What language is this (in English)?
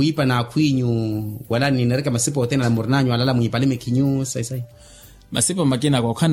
Makhuwa